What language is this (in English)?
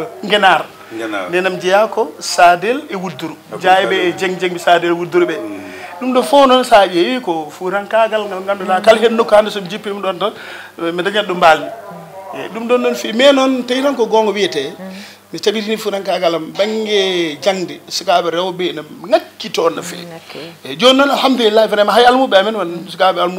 Fula